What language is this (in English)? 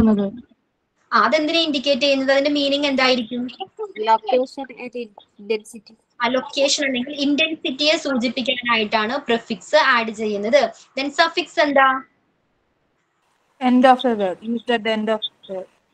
Malayalam